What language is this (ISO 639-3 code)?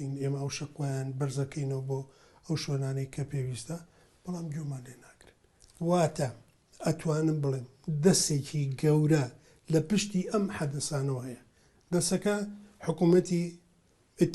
ckb